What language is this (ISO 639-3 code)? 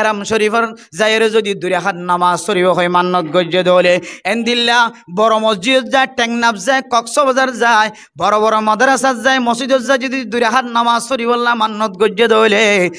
rhg